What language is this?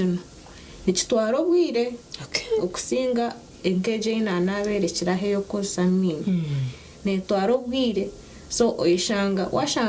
Nyankole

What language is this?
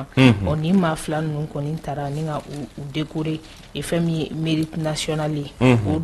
Bambara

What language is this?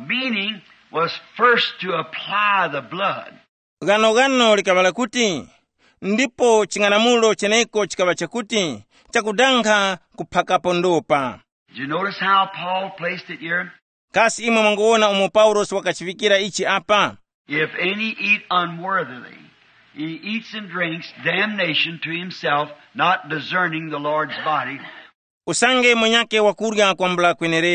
Tumbuka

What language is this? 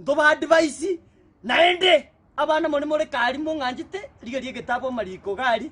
Gusii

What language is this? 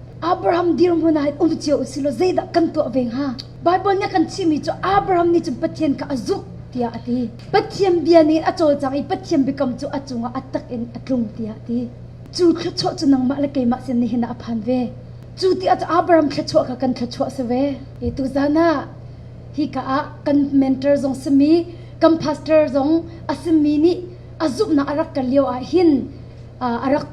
Hakha Chin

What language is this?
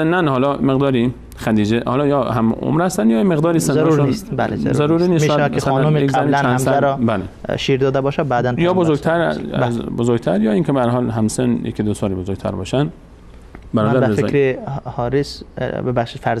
Persian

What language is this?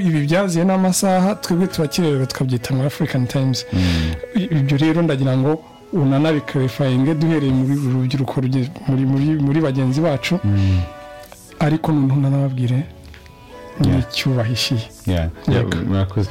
Kinyarwanda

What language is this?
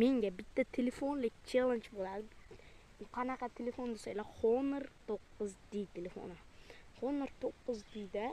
Uzbek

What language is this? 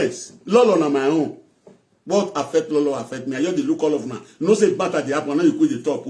Nigerian Pidgin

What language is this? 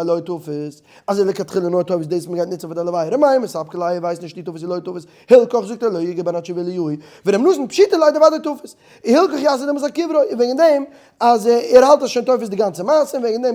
Yiddish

